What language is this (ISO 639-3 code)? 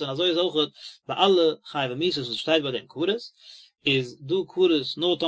yid